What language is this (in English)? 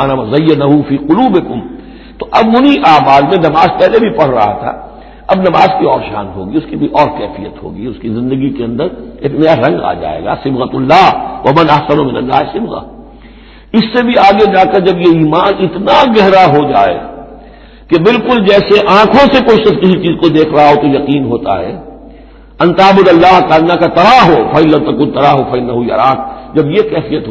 Urdu